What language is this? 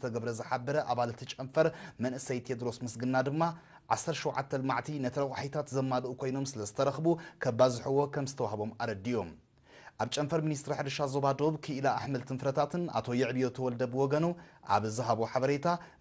Tigrinya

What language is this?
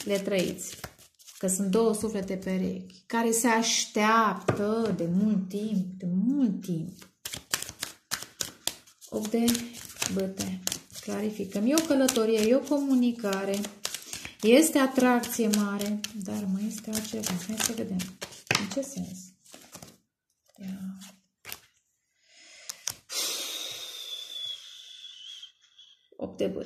Romanian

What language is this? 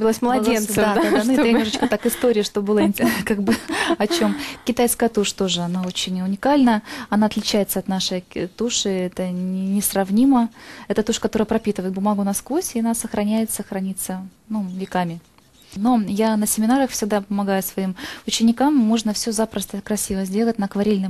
Russian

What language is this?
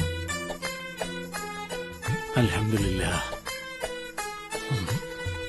Malayalam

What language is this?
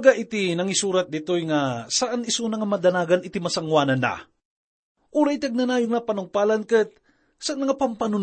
Iloko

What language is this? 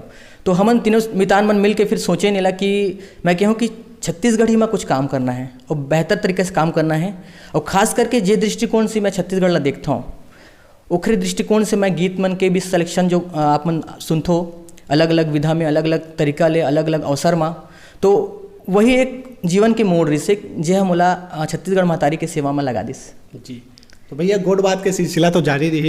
Chhattisgarhi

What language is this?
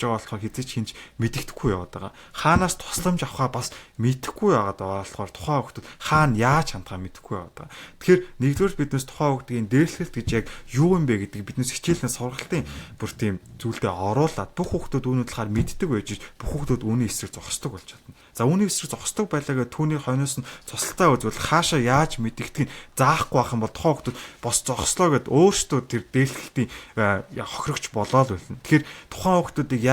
Mongolian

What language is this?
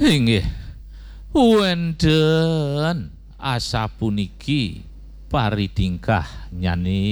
Balinese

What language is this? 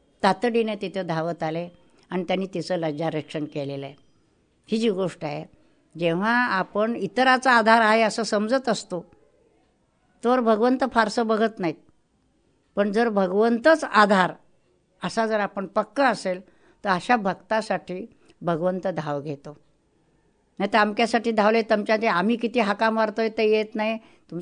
Marathi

